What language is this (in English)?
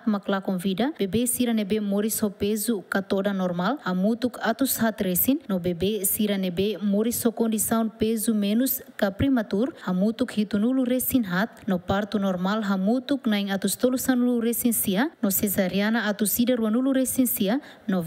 Tetum